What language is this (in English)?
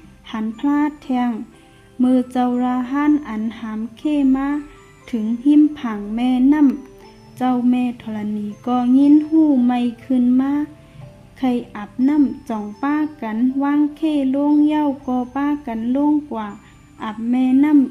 Shan